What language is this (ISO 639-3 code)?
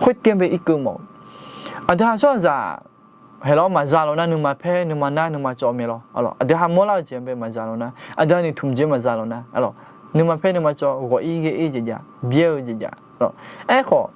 ahk